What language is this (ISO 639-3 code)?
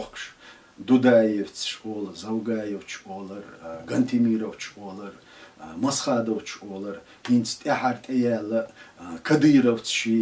che